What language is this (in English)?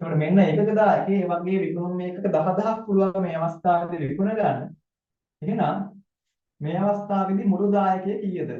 Sinhala